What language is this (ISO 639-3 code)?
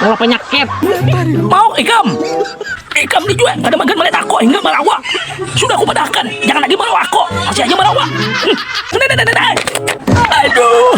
bjn